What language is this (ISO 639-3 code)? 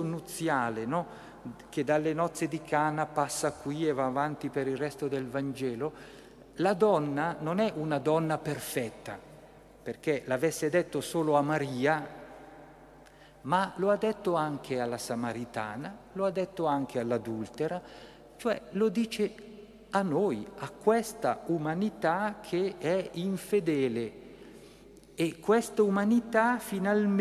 ita